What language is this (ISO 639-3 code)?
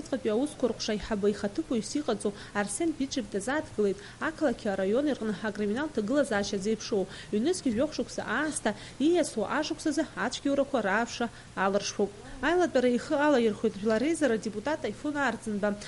abk